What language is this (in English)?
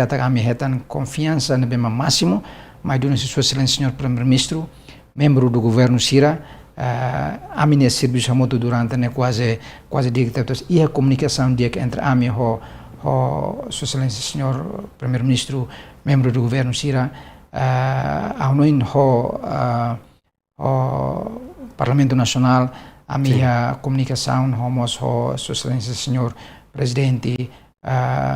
Tetum